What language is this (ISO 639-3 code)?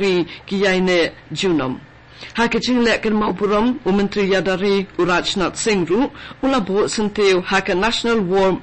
kha